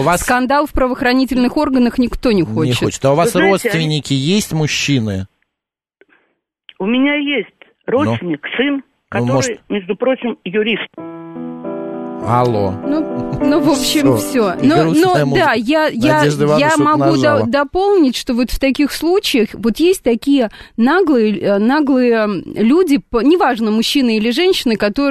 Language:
Russian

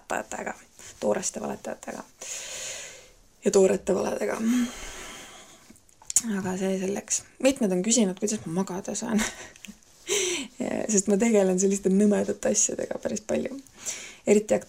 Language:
Estonian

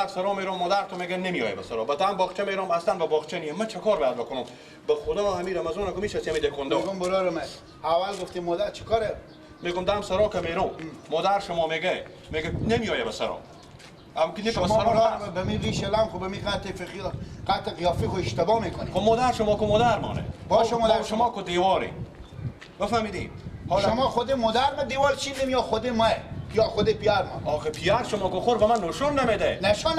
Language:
Persian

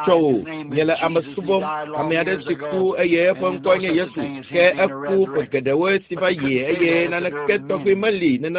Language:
Ewe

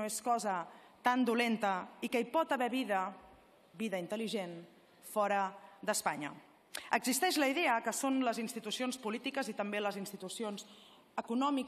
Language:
Catalan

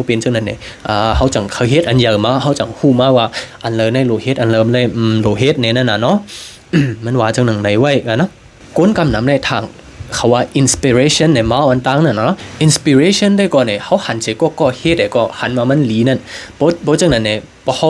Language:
Shan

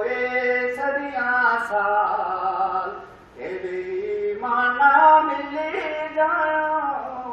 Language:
Dogri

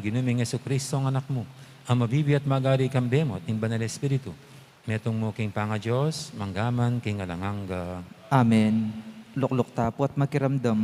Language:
Pampanga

